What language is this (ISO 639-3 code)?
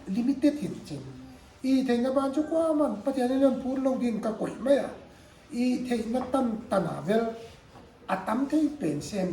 pck